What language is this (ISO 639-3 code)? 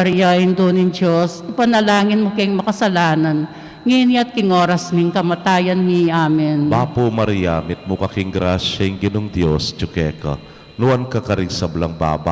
pam